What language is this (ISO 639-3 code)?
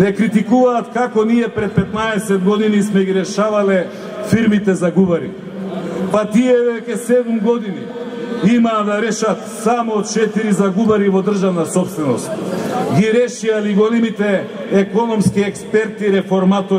mkd